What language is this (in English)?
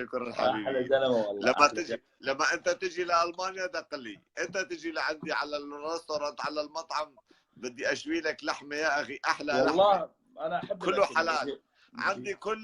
Kurdish